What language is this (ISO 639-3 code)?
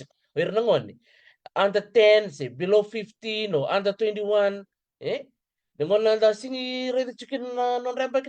fij